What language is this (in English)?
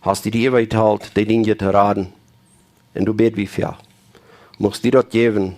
Plautdietsch